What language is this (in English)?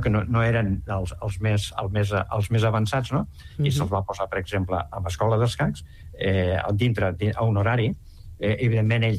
Catalan